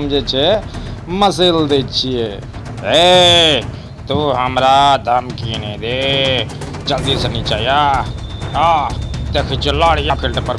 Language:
Maithili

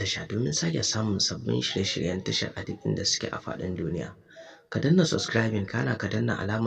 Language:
Hausa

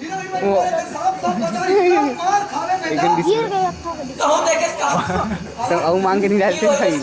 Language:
Chhattisgarhi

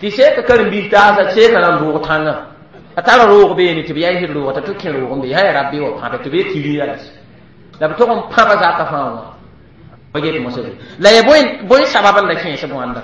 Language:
Mossi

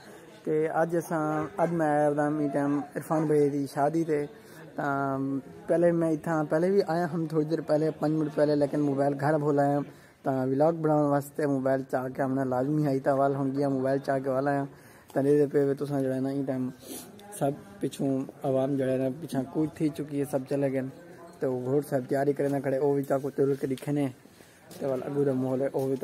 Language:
Saraiki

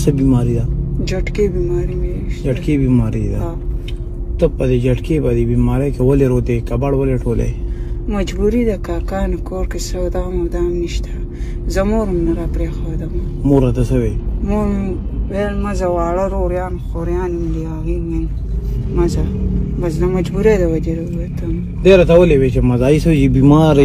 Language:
Pashto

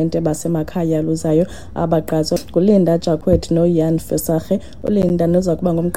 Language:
Xhosa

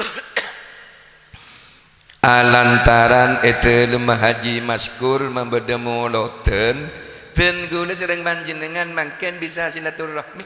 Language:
Madurese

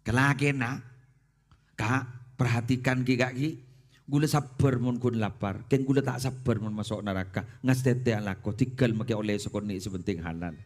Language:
Madurese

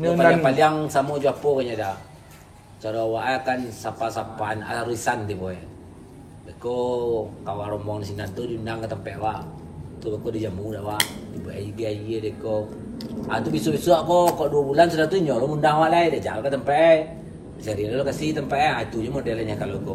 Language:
Minangkabau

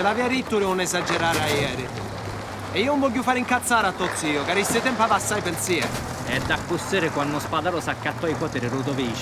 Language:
Sicilian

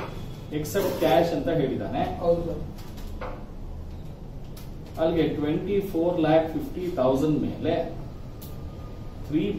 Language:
Kannada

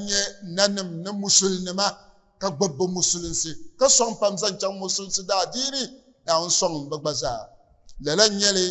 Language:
Dagbani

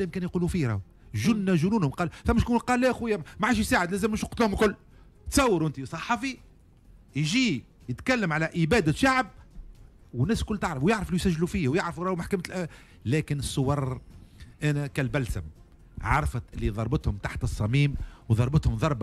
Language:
Tunisian Arabic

